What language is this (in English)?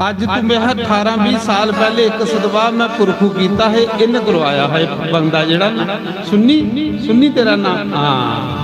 Dogri